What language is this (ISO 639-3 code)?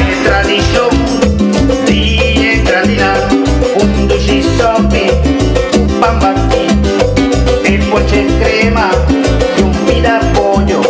pap